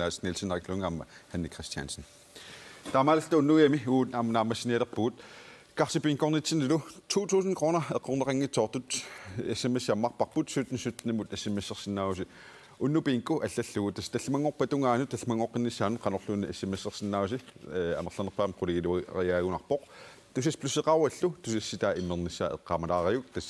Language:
Kalaallisut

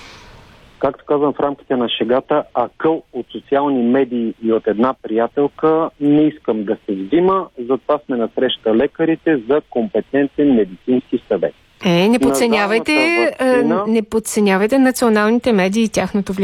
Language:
Bulgarian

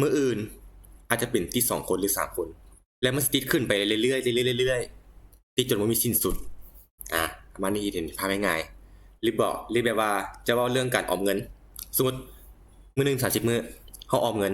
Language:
Lao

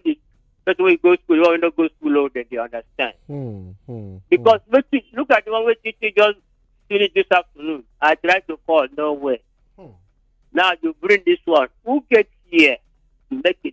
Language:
Nigerian Pidgin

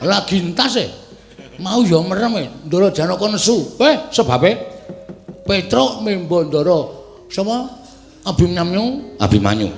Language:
Javanese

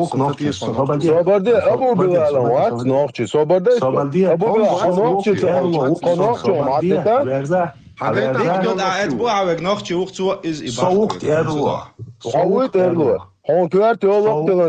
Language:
Chechen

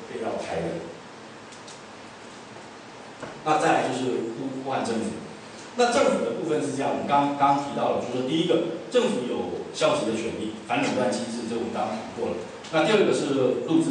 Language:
Chinese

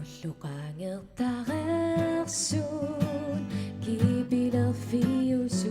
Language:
Kalaallisut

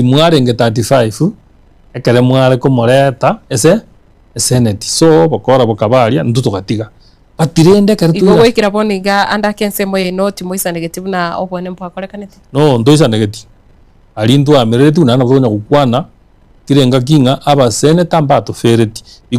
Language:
Gusii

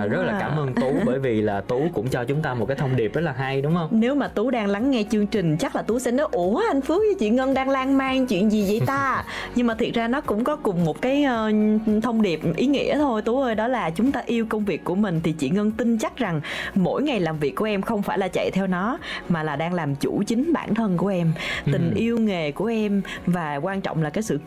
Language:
Vietnamese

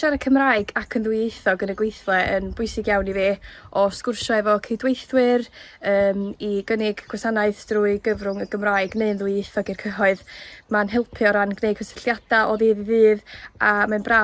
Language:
Welsh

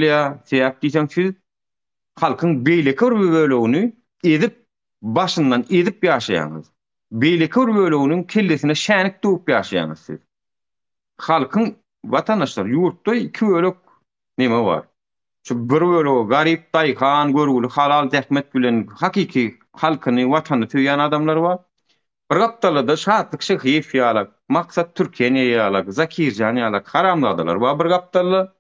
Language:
Turkmen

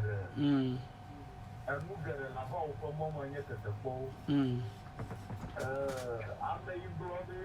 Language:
Ewe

